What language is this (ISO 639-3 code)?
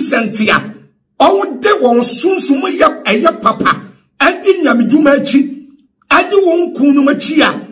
aka